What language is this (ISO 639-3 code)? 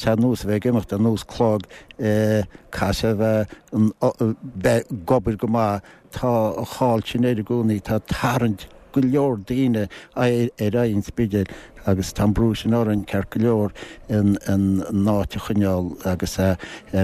gle